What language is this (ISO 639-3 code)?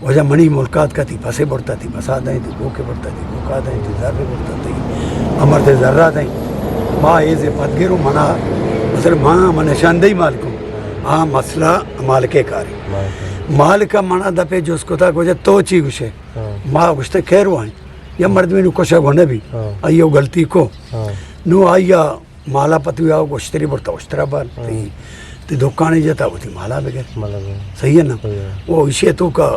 bgp